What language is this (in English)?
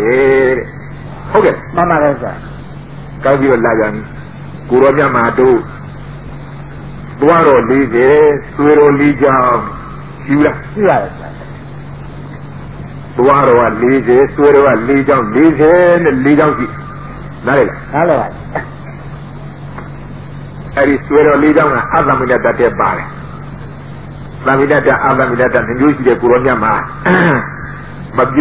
Burmese